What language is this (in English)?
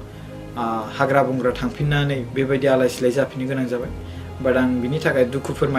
Bodo